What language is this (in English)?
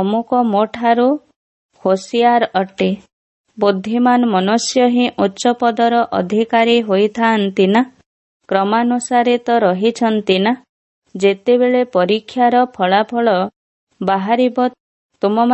Odia